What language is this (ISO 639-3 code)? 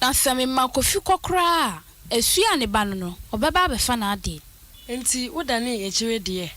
aka